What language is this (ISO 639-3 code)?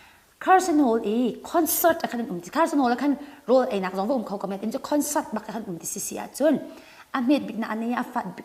cnh